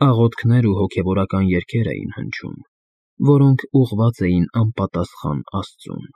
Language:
Armenian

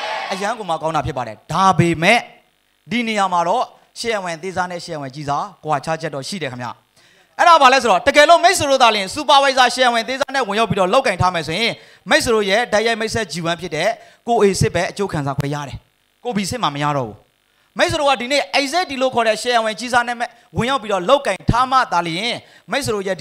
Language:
Burmese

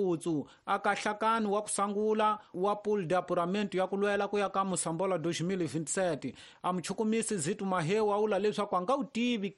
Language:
Tsonga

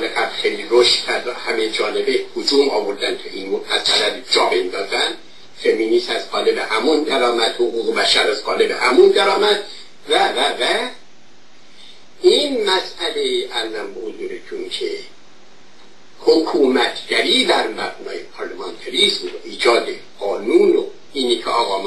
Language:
Persian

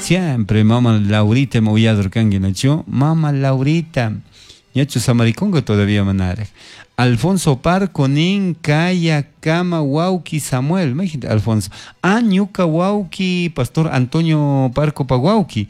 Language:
Chimborazo Highland Quichua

